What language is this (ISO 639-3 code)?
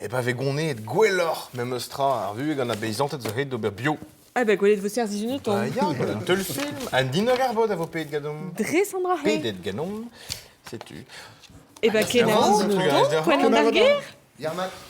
bre